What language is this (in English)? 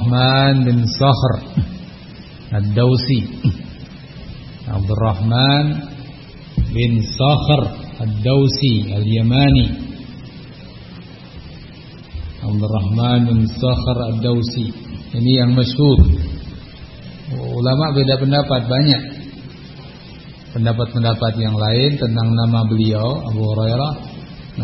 Indonesian